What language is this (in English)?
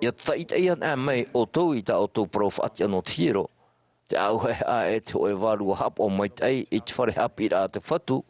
Tahitian